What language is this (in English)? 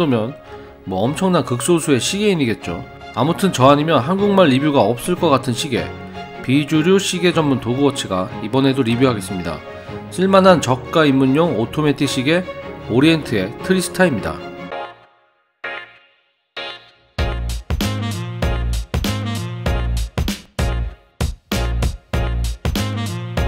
Korean